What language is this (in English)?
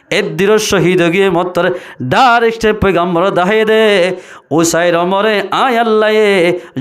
Rohingya